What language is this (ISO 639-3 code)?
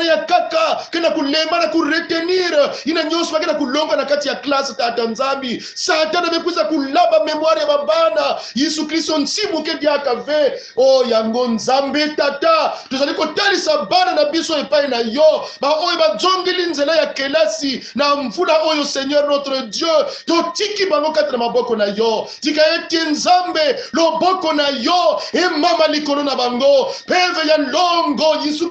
kon